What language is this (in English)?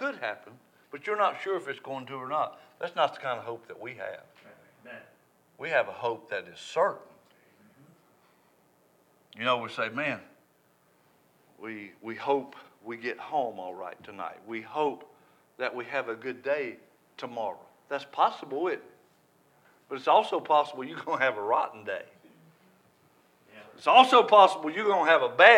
English